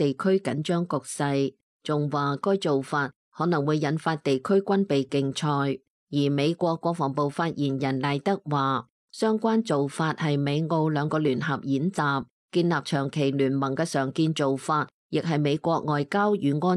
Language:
Cantonese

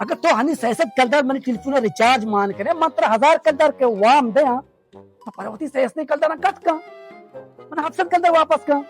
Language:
Baluchi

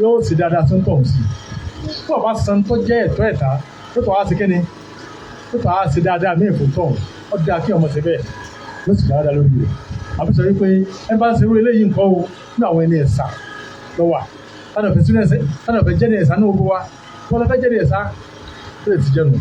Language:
Yoruba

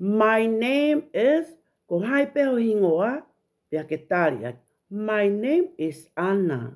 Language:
Tongan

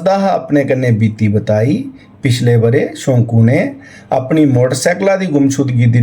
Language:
Dogri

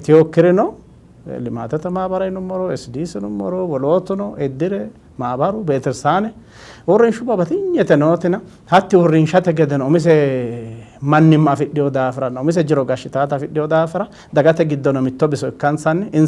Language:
Sidamo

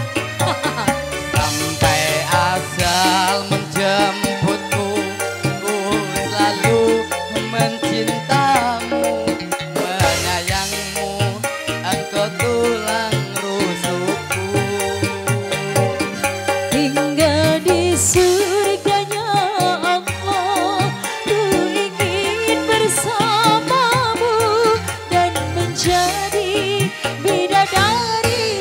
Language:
Indonesian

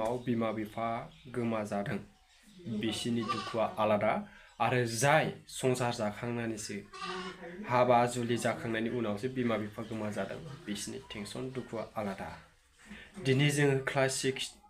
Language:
Bodo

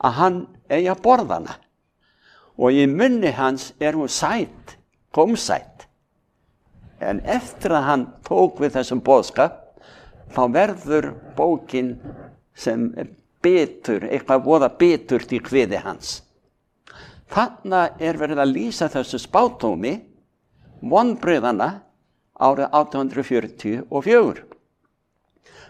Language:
Icelandic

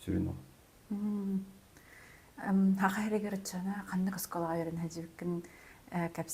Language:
Yakut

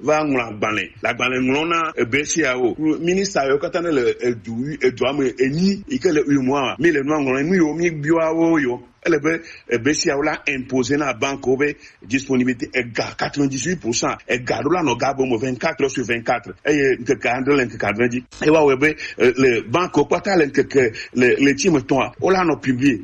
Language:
Gen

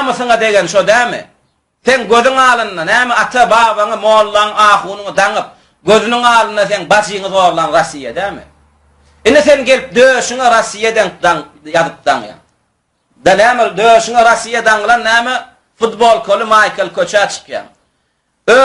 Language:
Turkmen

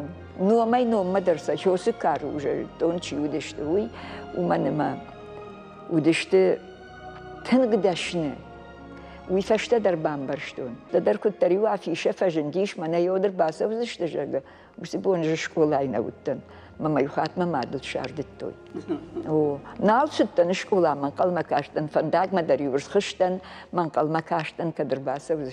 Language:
Ossetic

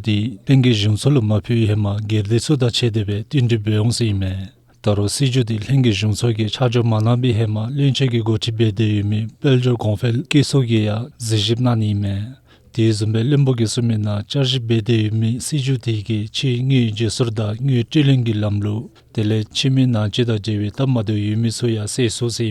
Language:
Dzongkha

